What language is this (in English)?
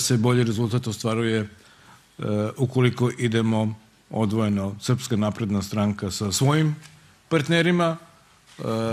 Serbian